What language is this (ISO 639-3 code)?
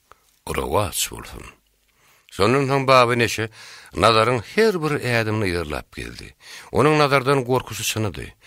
tuk